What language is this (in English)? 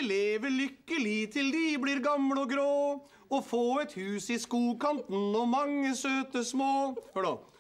Norwegian